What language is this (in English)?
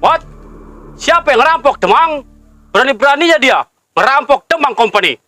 Betawi